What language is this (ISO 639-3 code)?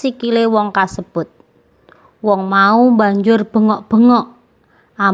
jav